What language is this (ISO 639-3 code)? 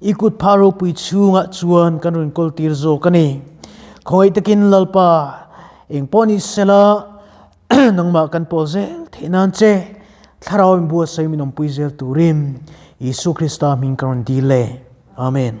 lus